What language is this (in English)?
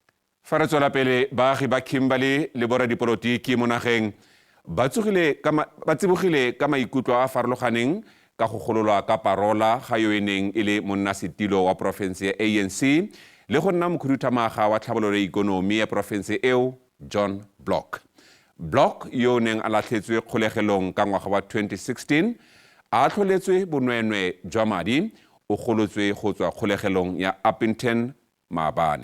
Tswana